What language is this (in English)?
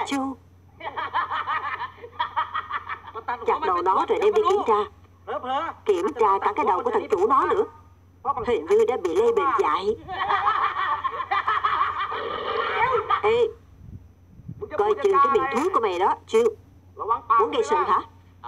Vietnamese